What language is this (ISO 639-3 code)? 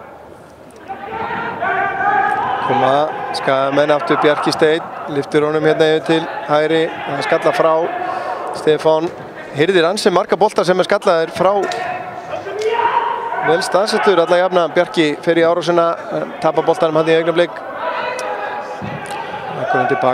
isl